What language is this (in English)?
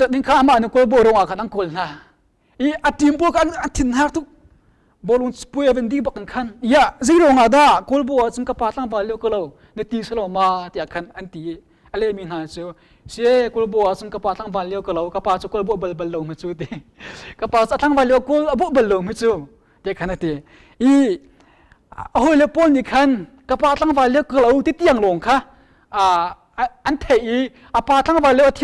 Hakha Chin